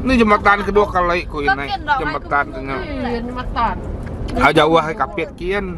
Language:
Iban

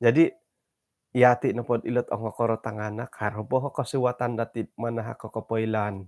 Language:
Central Dusun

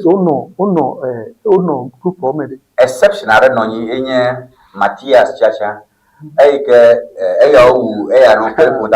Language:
Ewe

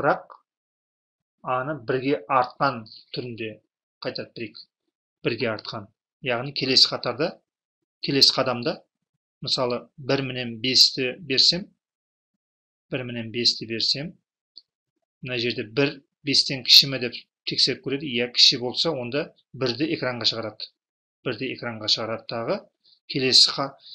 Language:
Kazakh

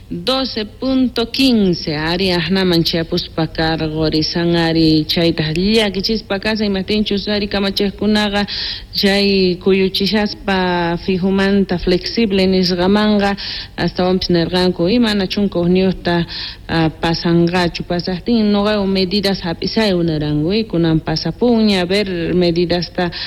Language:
South Bolivian Quechua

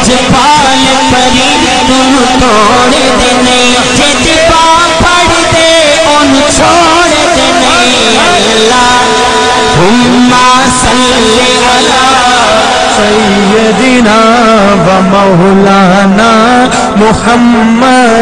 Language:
Saraiki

